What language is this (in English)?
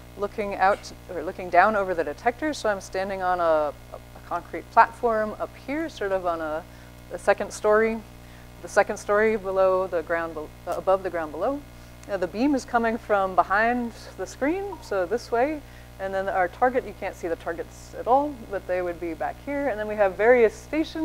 English